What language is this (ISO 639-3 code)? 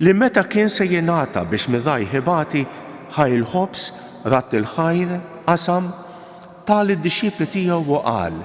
mlt